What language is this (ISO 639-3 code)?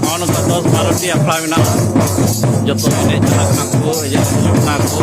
sat